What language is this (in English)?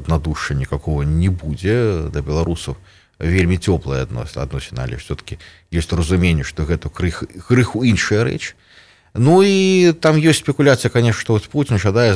Belarusian